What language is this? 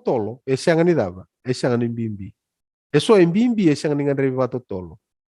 Fijian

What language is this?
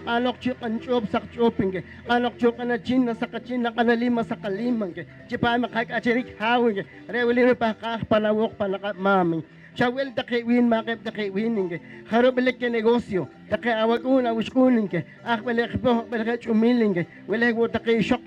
Poqomchi'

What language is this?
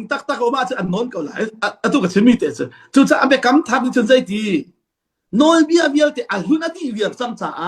Hakha Chin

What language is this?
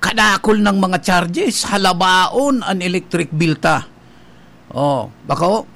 Bikol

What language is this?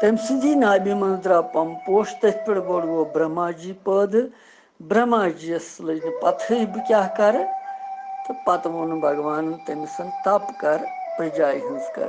Kashmiri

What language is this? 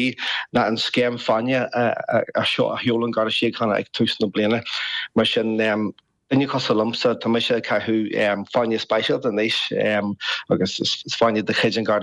Irish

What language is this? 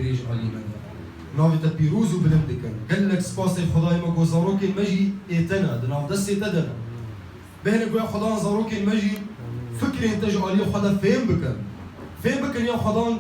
Kurdish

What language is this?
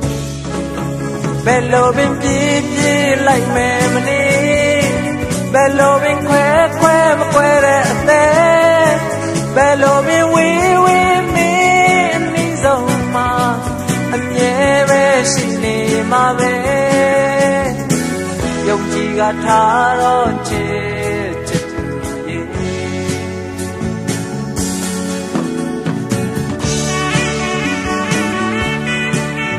Burmese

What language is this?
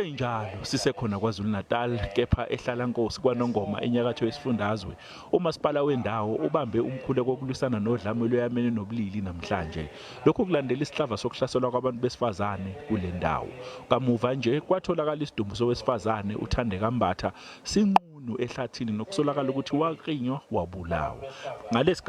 Zulu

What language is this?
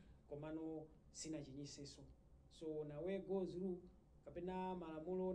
Nyanja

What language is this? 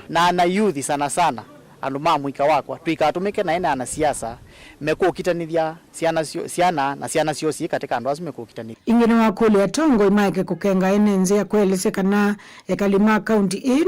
Kamba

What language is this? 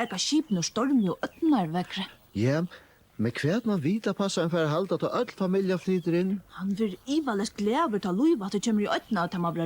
Faroese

